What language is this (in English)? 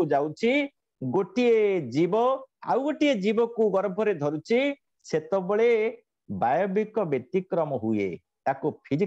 Odia